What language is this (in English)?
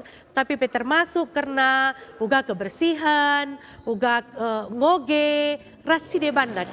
Batak Karo